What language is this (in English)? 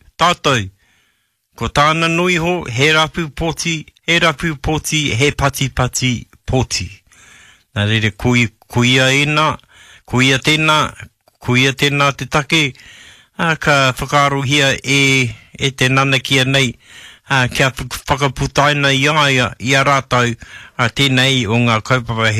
Māori